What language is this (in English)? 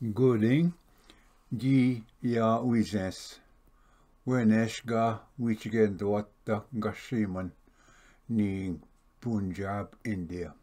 Ojibwa